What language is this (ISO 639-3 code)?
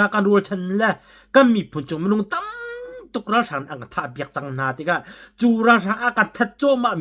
cnh